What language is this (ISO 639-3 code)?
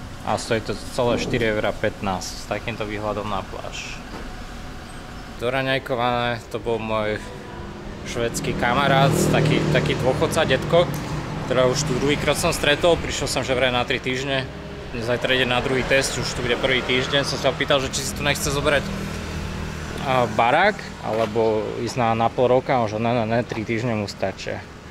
slk